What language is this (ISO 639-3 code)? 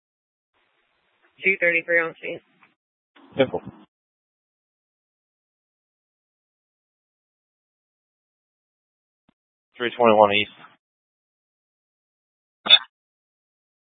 eng